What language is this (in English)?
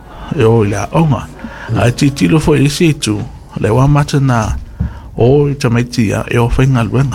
Samoan